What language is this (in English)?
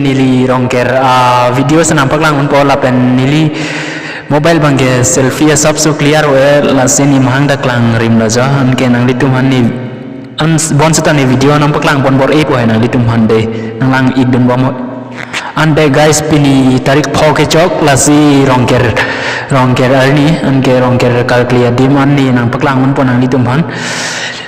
Karbi